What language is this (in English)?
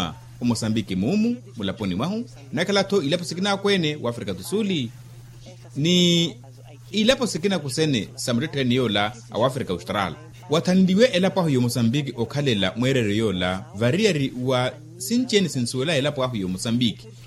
Makhuwa